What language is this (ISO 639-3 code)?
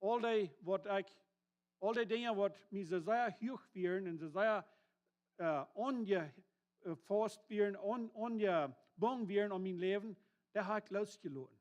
pdt